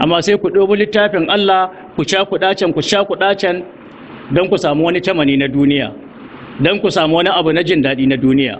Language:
Hausa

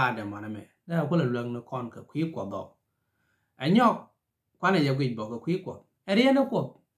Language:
Nuer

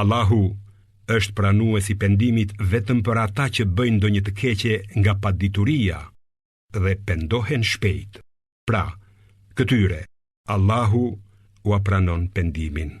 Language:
Albanian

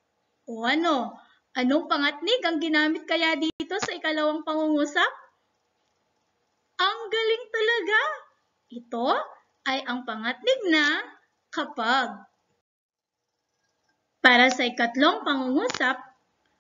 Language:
Filipino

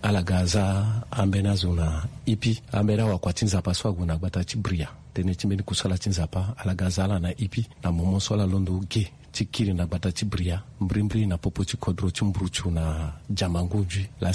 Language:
Sango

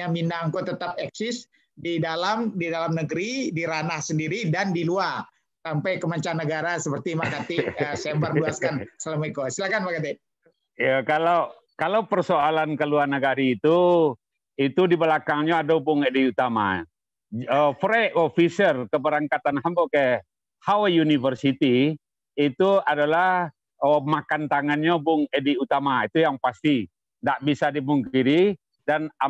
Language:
Minangkabau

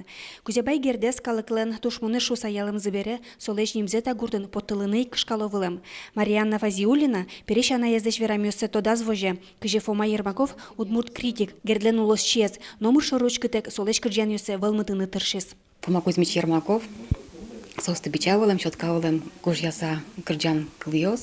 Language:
Udmurt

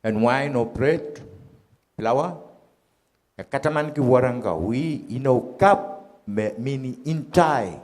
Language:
Pohnpeian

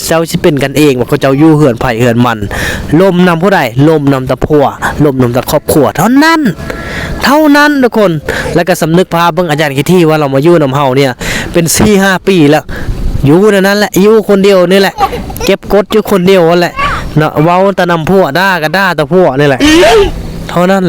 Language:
Lao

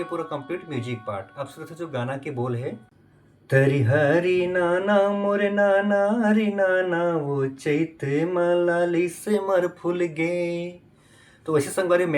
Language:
Chhattisgarhi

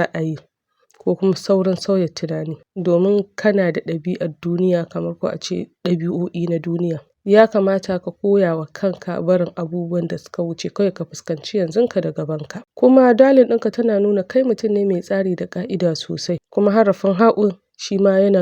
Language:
Hausa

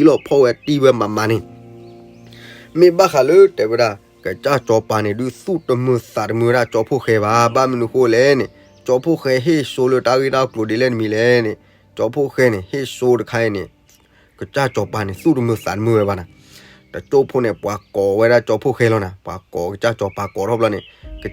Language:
S'gaw Karen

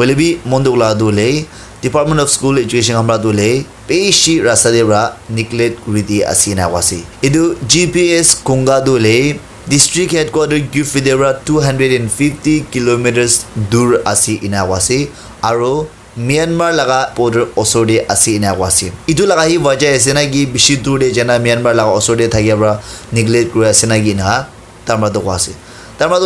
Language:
Naga Pidgin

